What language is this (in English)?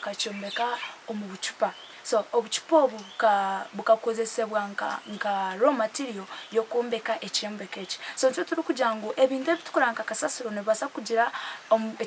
Nyankole